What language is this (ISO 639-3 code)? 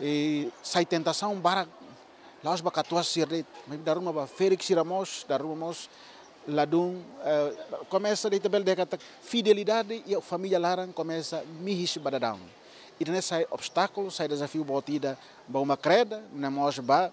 tet